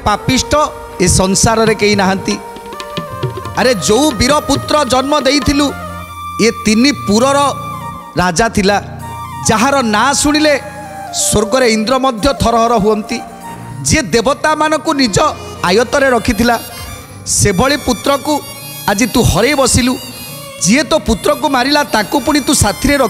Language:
Odia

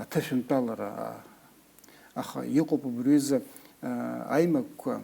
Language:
Abkhazian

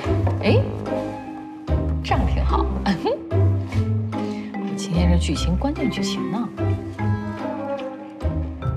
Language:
Chinese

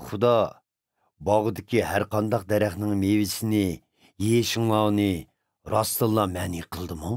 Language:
Uyghur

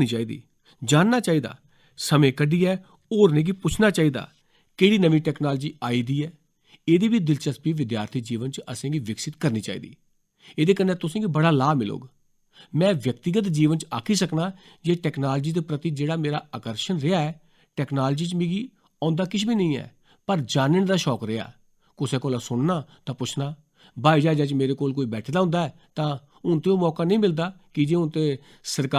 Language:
Dogri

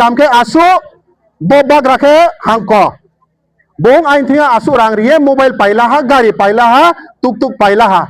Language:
Riang (India)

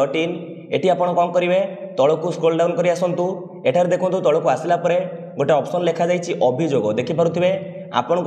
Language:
Odia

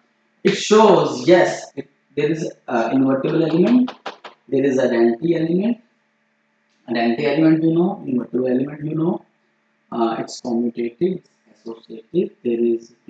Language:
English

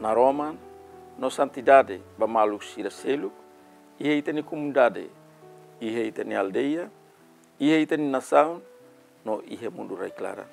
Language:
Tetum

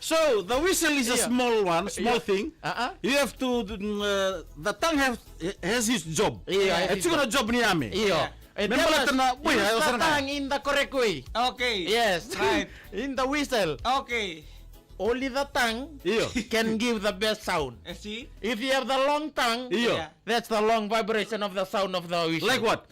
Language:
Fijian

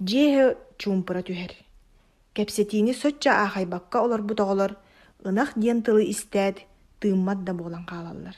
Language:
Yakut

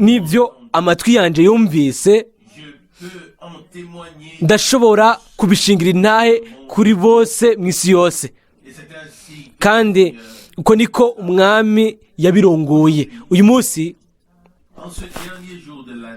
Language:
Rundi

